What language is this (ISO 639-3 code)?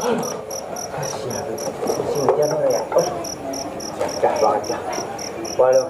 bew